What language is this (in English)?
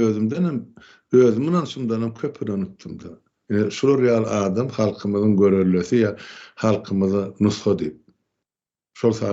Turkmen